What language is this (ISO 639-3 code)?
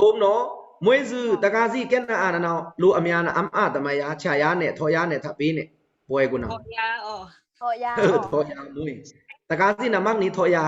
blk